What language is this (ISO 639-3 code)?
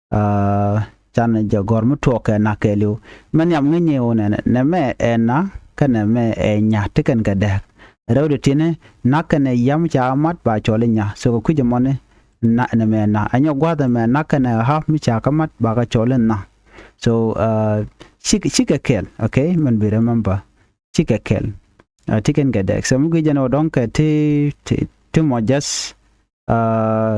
nus